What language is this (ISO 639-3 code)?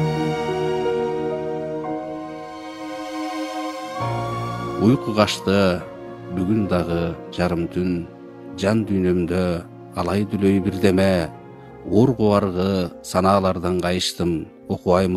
kir